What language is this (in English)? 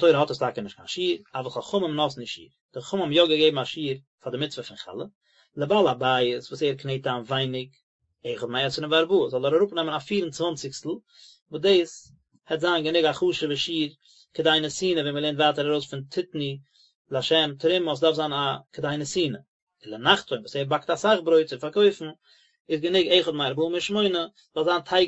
Yiddish